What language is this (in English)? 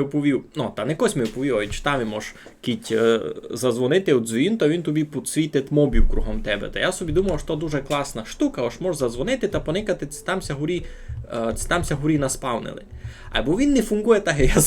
Rusyn